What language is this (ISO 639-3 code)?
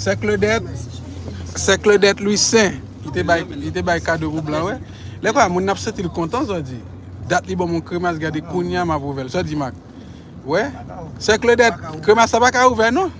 hat